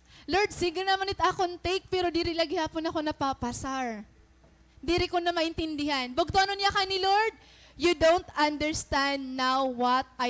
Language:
Waray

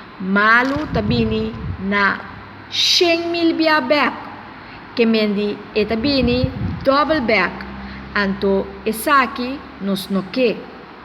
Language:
Papiamento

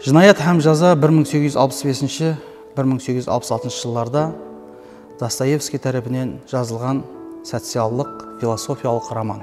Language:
Kara-Kalpak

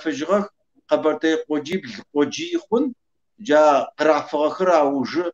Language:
Kabardian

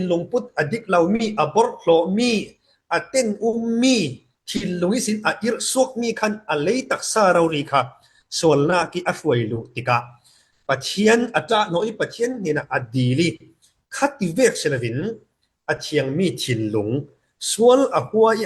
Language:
Falam Chin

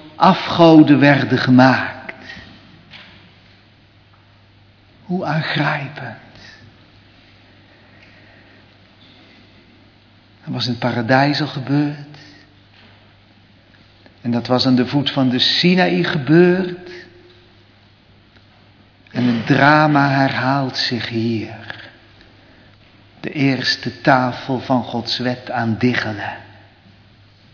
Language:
Dutch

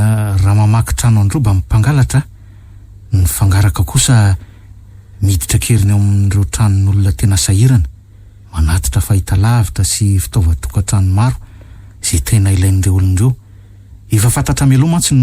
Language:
Malagasy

